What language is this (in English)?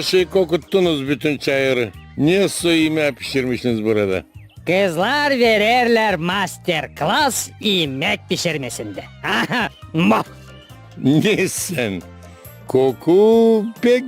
Gagauz